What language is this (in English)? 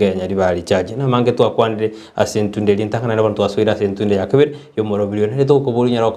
Gusii